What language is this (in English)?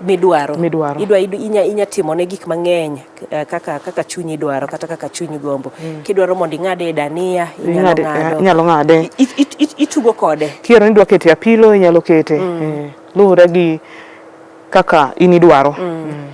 Luo (Kenya and Tanzania)